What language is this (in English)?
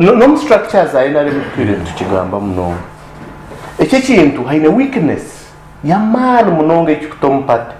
Nyankole